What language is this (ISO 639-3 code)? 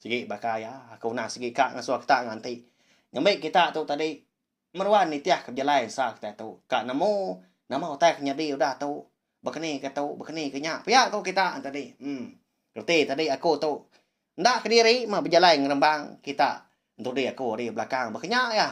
iba